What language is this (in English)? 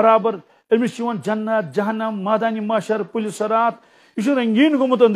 Kashmiri